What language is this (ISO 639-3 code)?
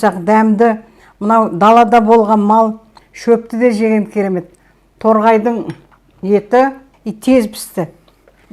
kaz